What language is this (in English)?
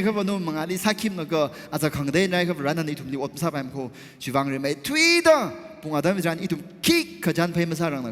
Tangkhul Naga (India)